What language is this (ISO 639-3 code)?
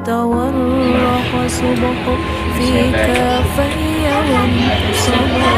ace